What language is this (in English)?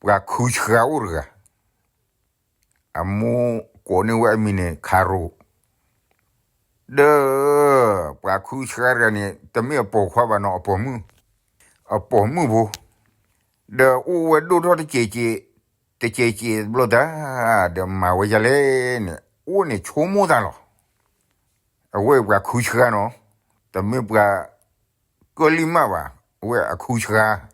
S'gaw Karen